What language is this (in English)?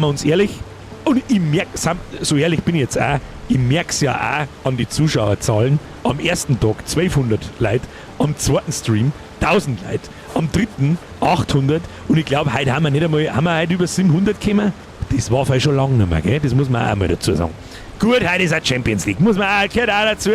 Bavarian